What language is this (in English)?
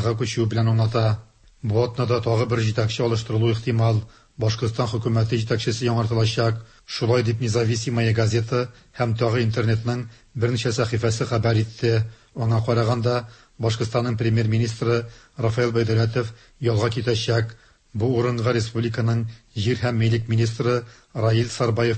Tatar